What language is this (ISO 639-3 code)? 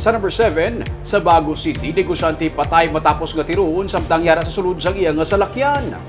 hil